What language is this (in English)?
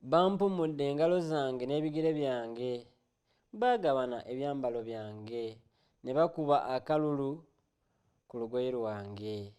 Ganda